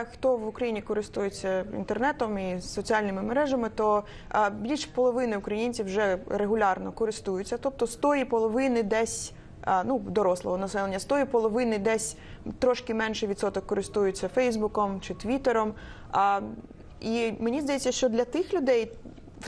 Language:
Ukrainian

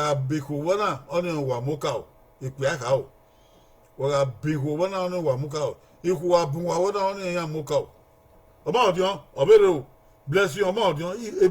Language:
Bini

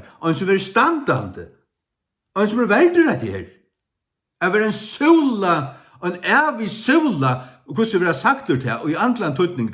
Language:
Faroese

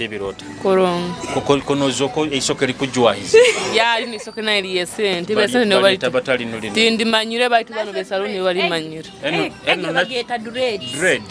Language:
Nyoro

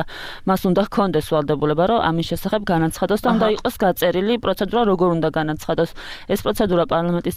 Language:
Georgian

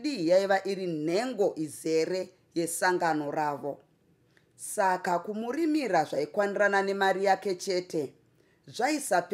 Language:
Shona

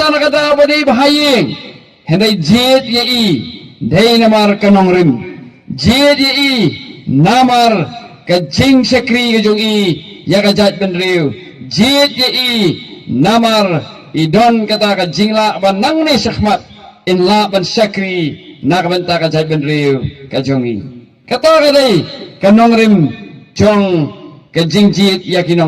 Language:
Khasi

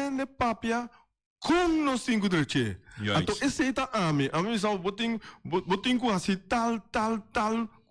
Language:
Papiamento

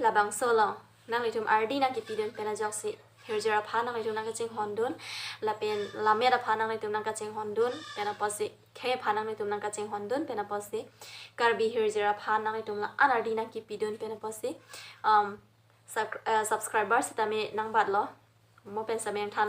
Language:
Karbi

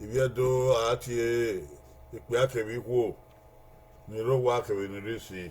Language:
Bini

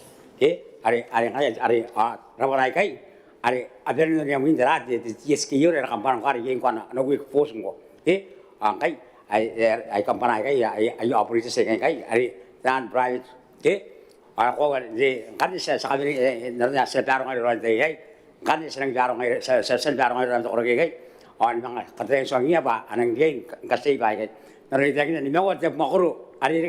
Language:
Gilbertese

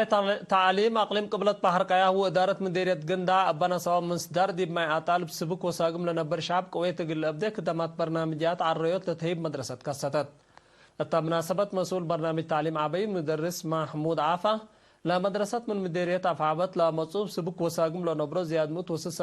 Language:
Tigre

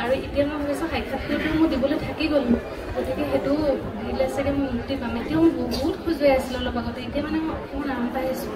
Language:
Assamese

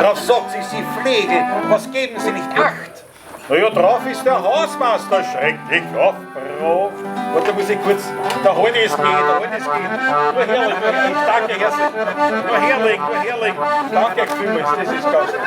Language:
Bavarian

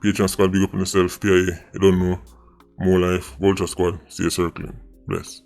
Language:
Jamaican Creole English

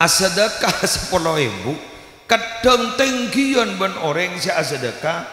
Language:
Madurese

